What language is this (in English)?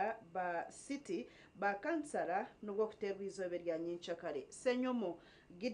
Nyankole